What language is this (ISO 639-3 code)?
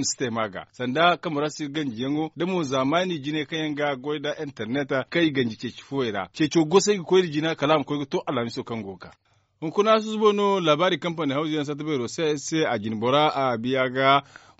dje